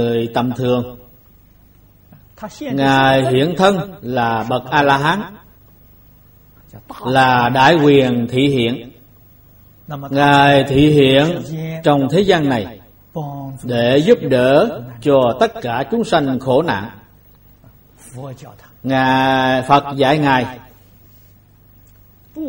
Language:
Vietnamese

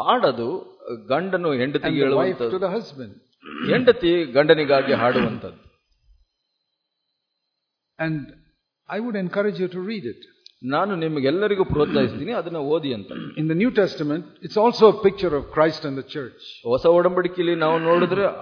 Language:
Kannada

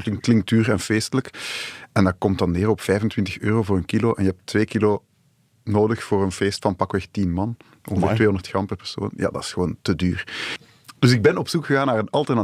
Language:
Dutch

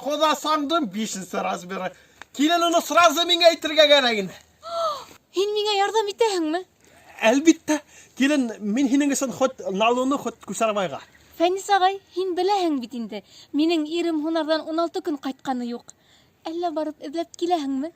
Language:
Bashkir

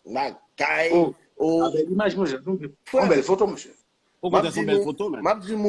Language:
Haitian Creole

